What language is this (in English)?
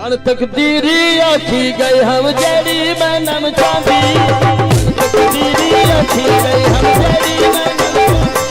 Saraiki